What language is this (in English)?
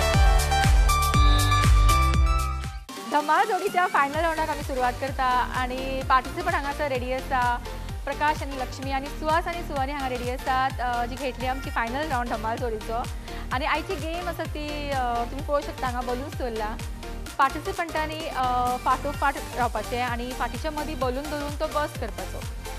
Konkani